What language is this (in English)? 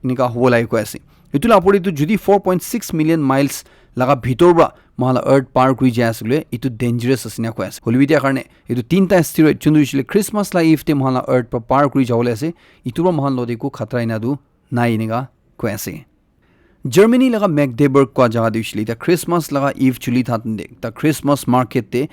Naga Pidgin